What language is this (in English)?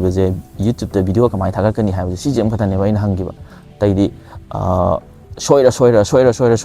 Manipuri